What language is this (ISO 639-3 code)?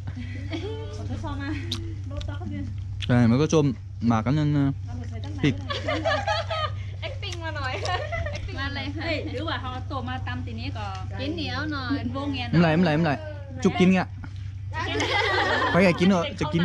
tha